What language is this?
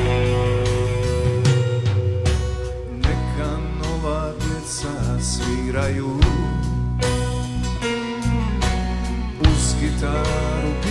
Croatian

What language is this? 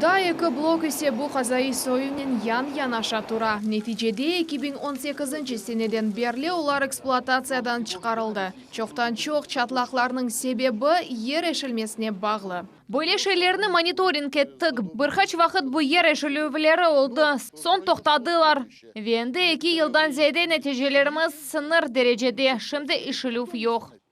Crimean Tatar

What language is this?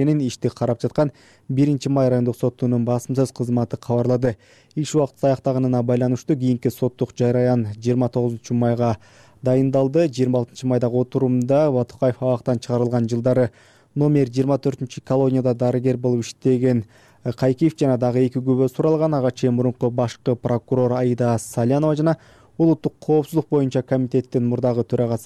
Kyrgyz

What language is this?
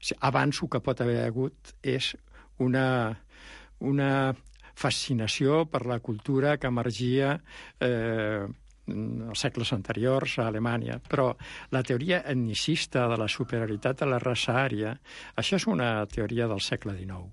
Catalan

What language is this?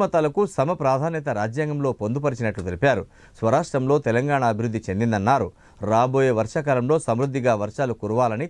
Telugu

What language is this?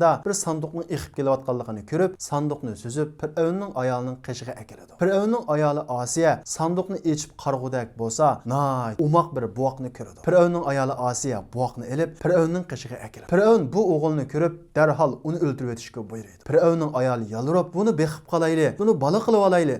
Uyghur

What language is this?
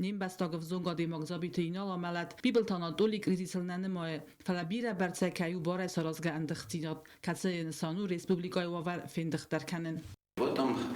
Ossetic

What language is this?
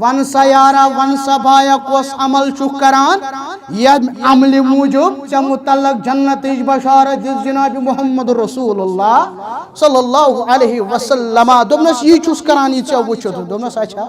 Kashmiri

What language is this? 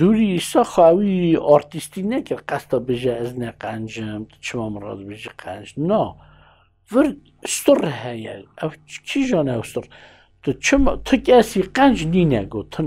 Kurdish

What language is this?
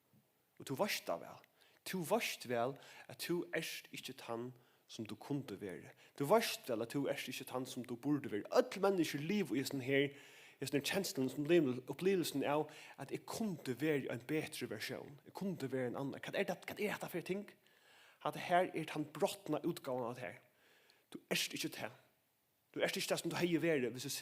Faroese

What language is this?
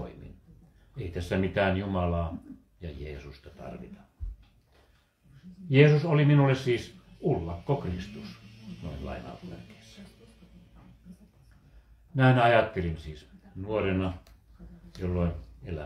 Finnish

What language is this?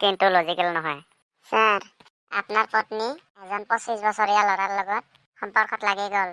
Assamese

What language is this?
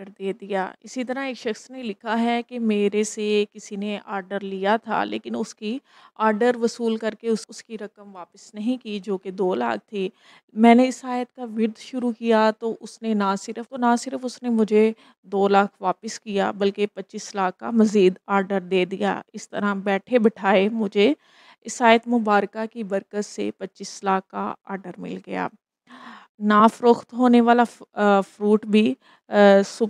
Urdu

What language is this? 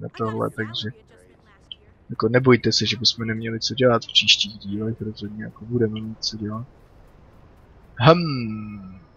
Czech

